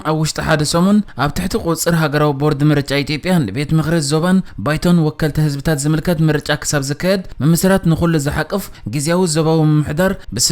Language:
Tigrinya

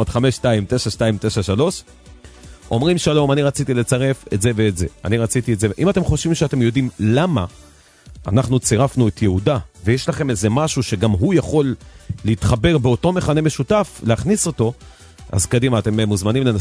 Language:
Hebrew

